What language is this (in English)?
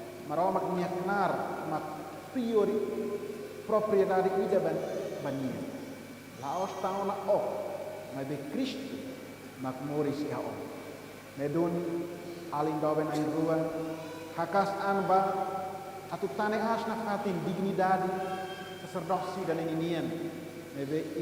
Tetum